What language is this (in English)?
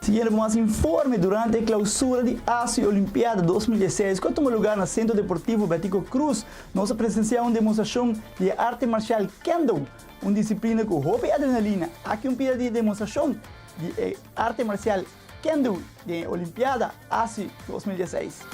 Papiamento